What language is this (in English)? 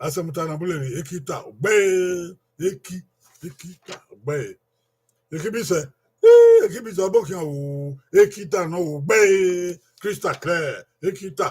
Bini